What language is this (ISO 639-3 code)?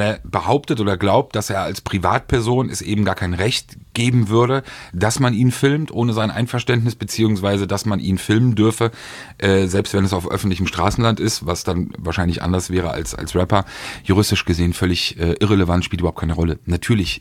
deu